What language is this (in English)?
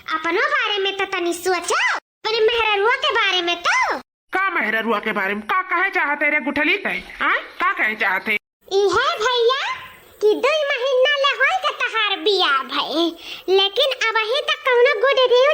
Awadhi